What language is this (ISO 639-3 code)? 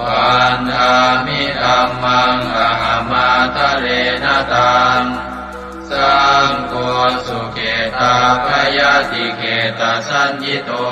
pli